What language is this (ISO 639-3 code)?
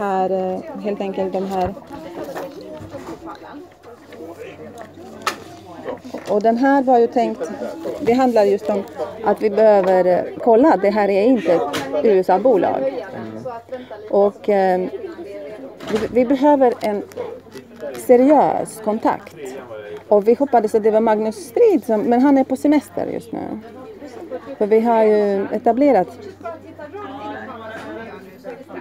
swe